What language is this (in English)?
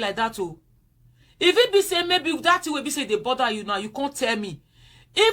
Nigerian Pidgin